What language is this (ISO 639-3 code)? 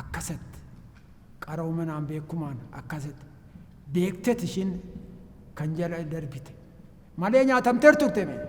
orm